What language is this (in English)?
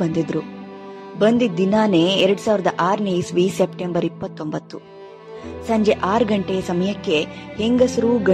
Kannada